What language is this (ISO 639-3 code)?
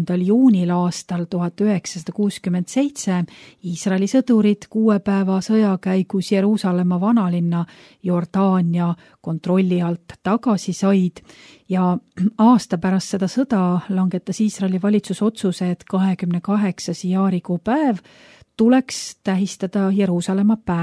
est